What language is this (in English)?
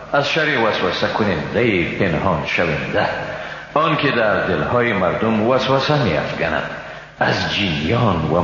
Persian